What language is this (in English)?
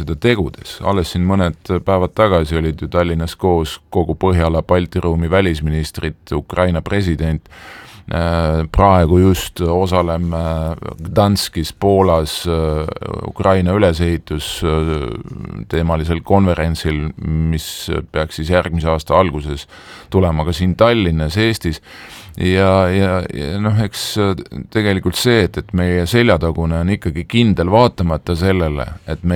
Estonian